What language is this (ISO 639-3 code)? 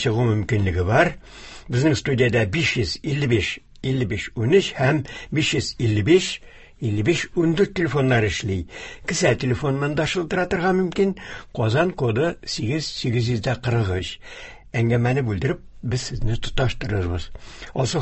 tat